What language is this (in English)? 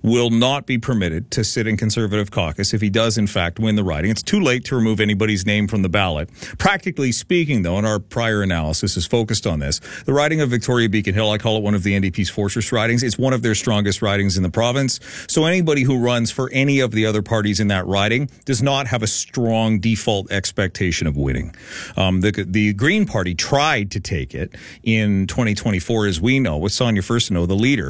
English